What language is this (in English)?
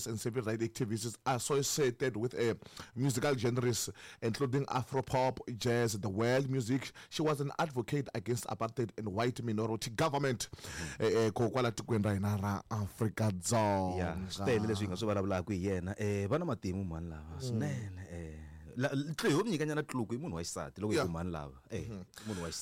Tsonga